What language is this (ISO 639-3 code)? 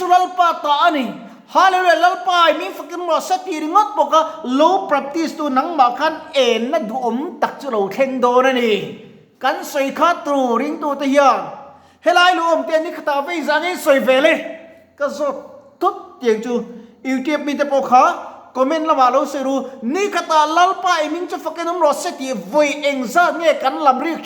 lus